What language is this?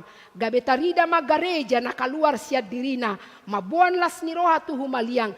Batak Toba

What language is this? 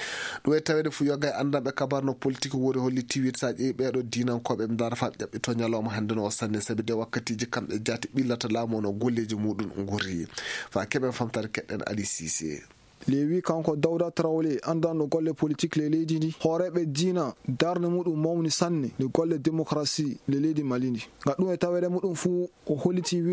Fula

